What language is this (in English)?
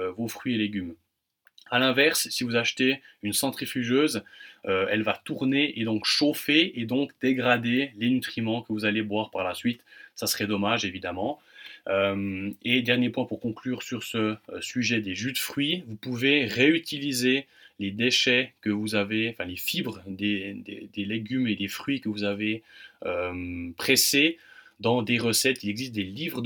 French